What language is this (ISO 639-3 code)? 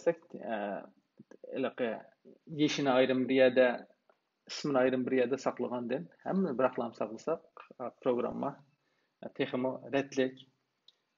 uig